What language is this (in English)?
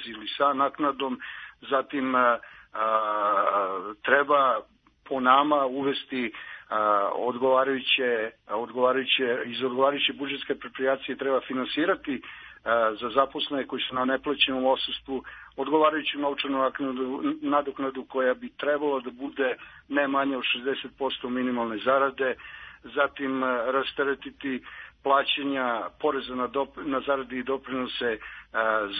Serbian